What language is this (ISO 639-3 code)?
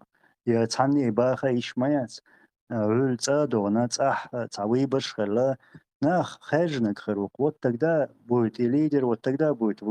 che